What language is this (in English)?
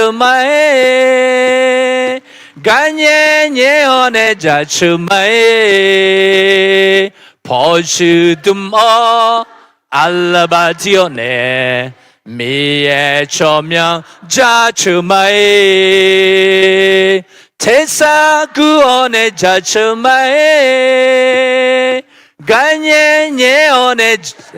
Akha